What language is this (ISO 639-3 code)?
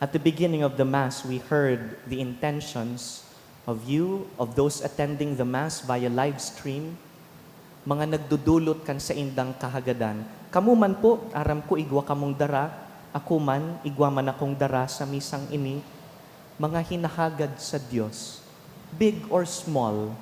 bik